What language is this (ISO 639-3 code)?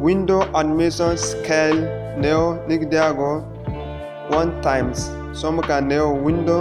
dje